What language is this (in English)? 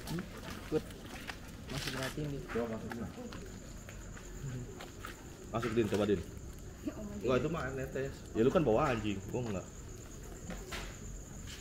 Indonesian